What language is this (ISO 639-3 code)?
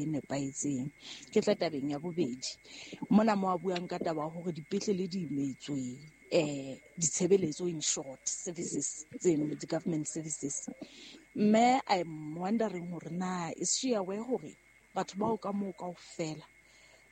sot